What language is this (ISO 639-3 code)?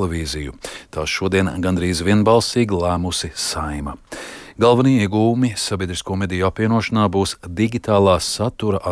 lav